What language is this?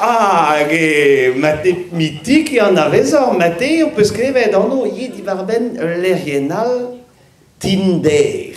Breton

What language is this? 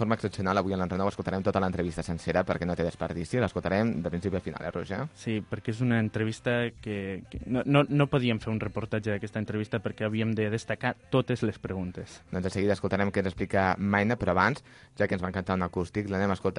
Catalan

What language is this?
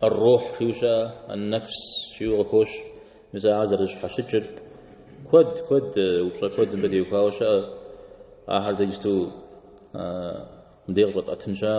Kabardian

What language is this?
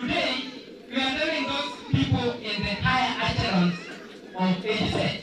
Gusii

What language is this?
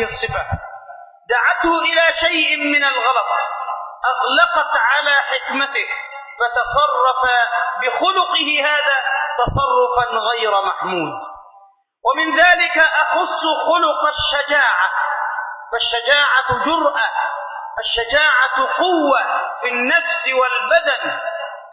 Arabic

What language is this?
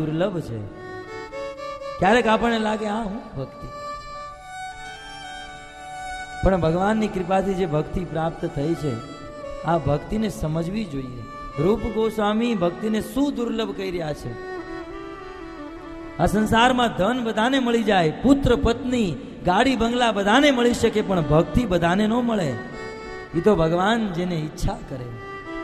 Gujarati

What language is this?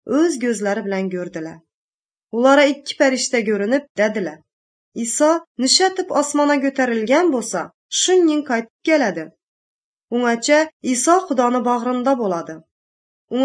Tatar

